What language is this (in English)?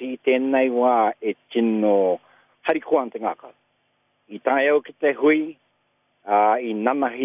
Māori